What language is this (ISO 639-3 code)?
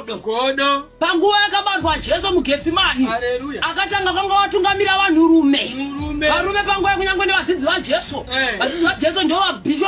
sna